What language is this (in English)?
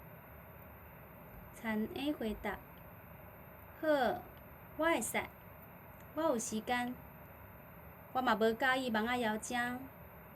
Min Nan Chinese